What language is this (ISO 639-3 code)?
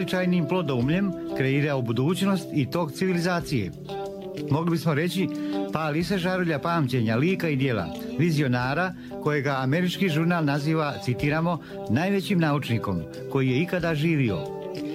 srp